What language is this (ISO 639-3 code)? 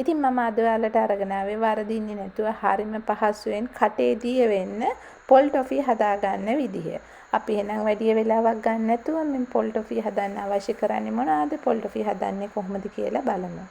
sin